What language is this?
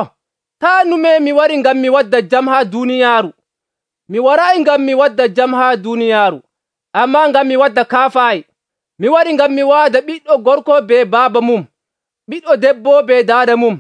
Nigerian Fulfulde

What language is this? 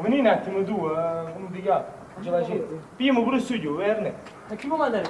Neapolitan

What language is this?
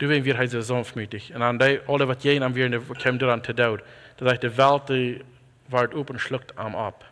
Plautdietsch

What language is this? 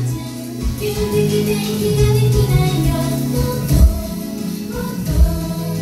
Japanese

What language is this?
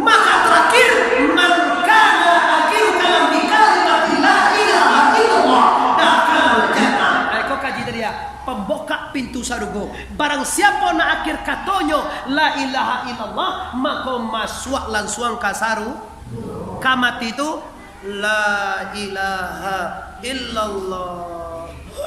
Minangkabau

